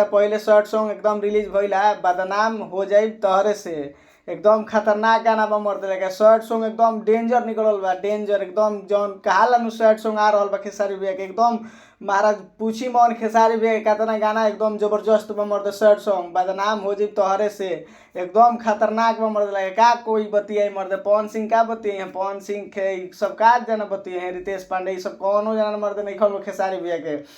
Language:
Bhojpuri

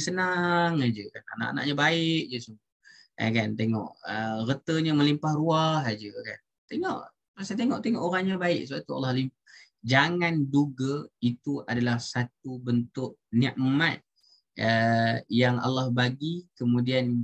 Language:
Malay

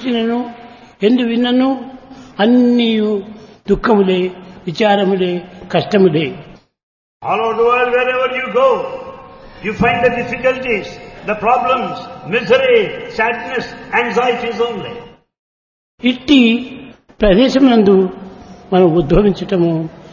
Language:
Telugu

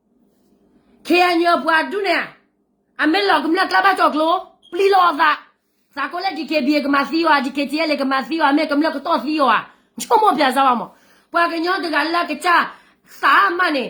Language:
S'gaw Karen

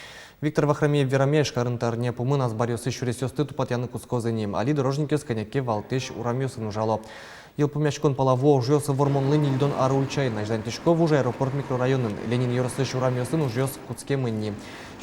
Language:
Udmurt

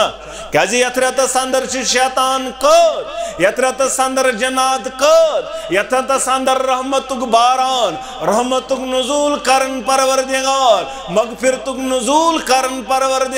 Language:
Kashmiri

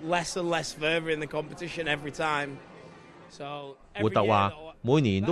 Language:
Cantonese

